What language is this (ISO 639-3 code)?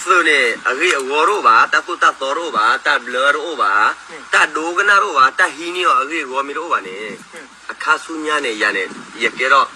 ksw